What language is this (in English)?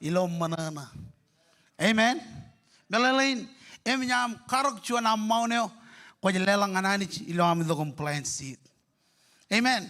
Marshallese